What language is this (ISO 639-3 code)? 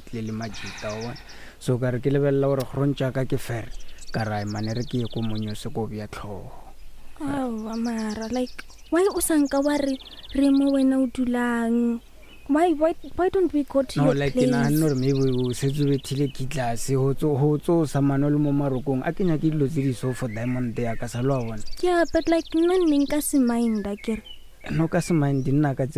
nso